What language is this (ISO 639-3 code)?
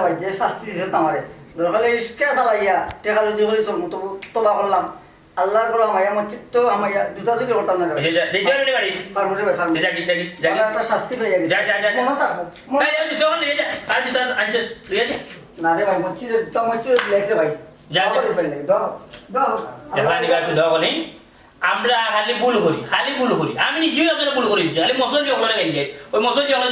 syl